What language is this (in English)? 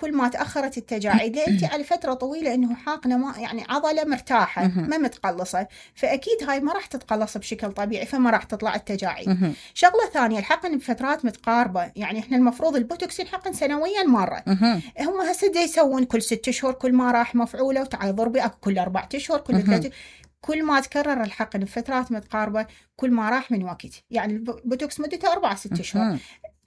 Mesopotamian Arabic